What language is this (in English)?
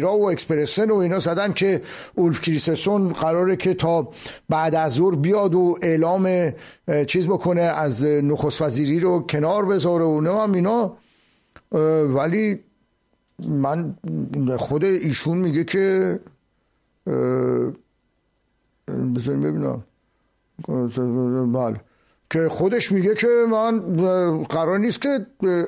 Persian